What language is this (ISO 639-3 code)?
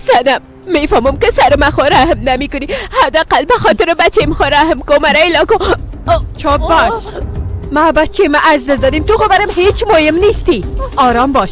fas